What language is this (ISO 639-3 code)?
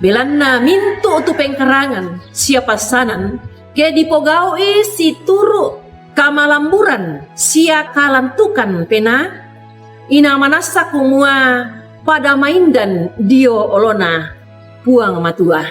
sda